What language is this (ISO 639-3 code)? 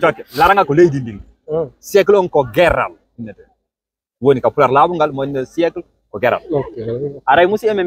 ful